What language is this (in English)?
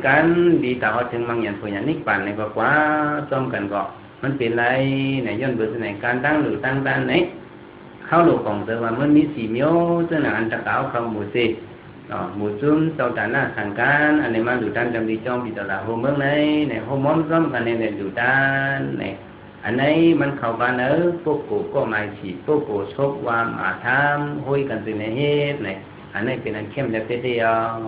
Shan